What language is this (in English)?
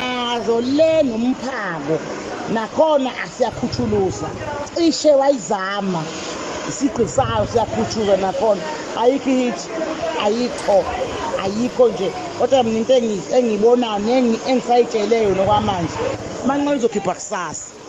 Zulu